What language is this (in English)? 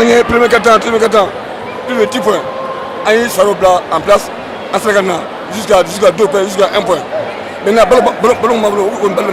Bambara